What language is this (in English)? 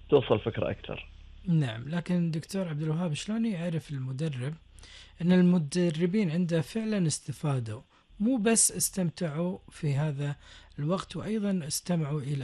Gulf Arabic